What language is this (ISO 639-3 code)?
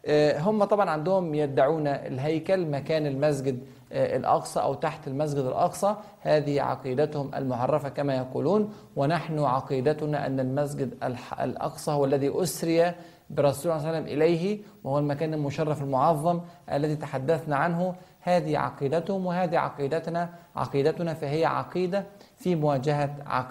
ara